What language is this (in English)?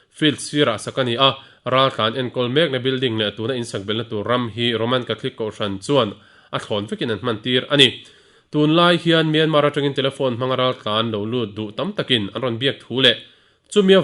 Mizo